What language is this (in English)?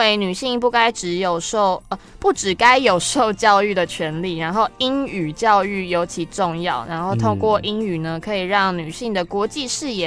Chinese